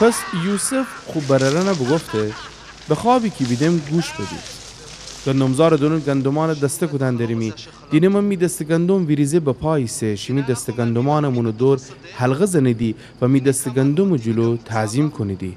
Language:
Gilaki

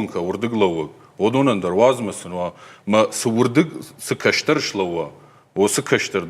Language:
Ossetic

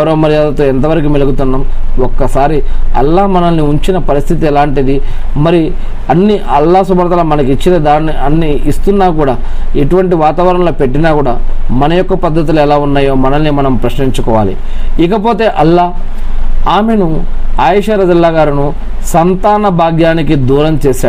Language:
Telugu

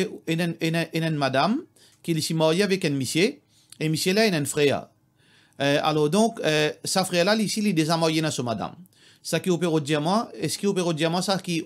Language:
Morisyen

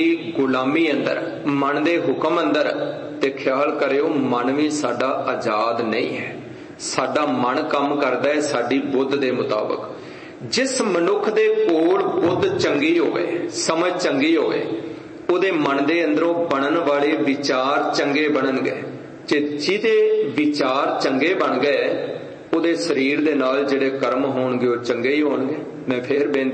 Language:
Punjabi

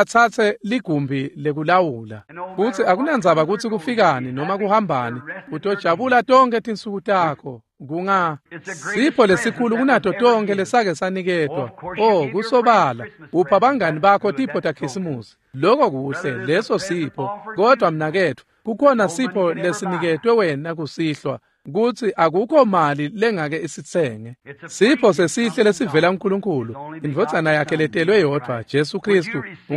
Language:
Swati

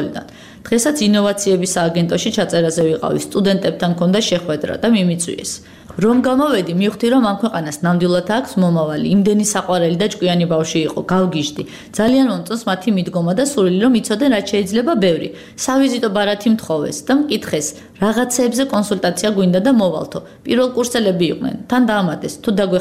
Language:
Georgian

